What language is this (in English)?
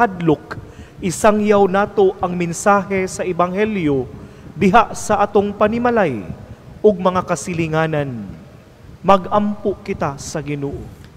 Cebuano